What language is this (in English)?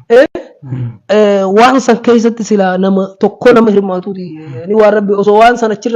Oromo